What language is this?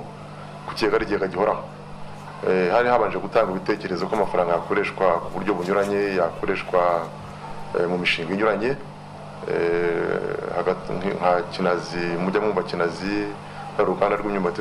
Kinyarwanda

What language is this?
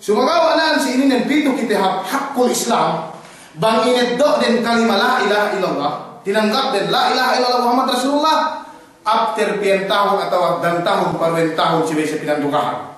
Yakan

